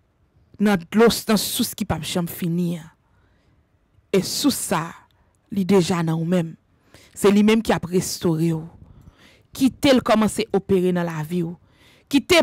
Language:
French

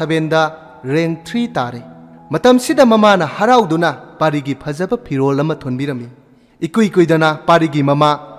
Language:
Manipuri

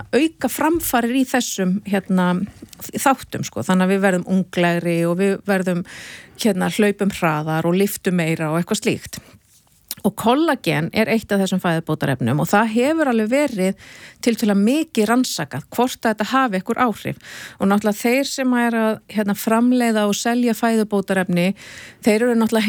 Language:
Icelandic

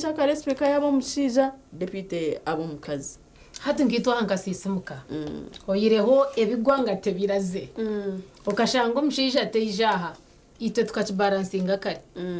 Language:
Nyankole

